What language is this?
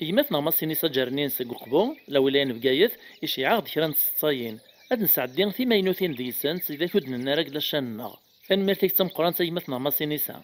Kabyle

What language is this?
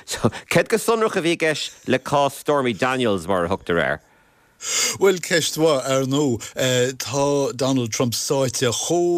Irish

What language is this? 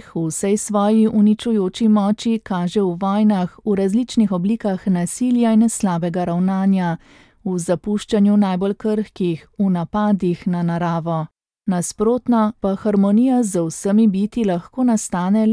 Slovenian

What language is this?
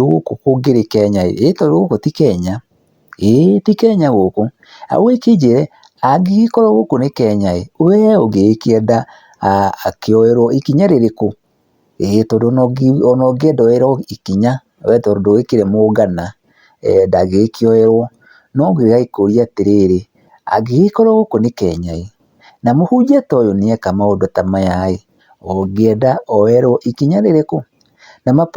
Kikuyu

